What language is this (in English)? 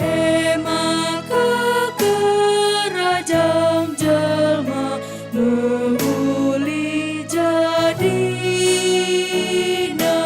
Batak Karo